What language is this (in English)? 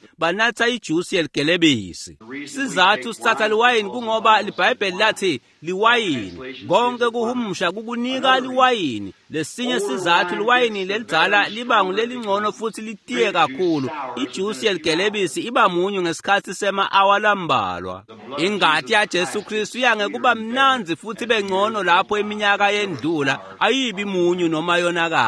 Swati